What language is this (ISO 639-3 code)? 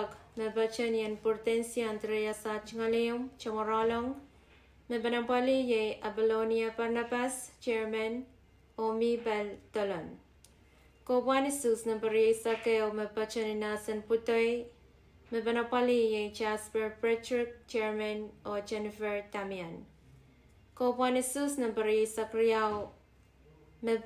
pon